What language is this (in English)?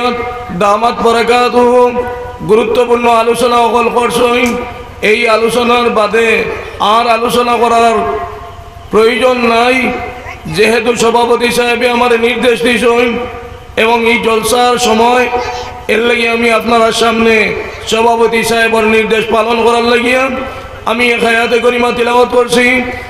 Sylheti